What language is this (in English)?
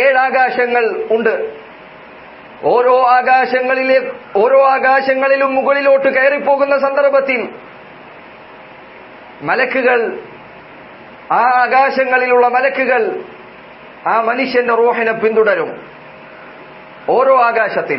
Malayalam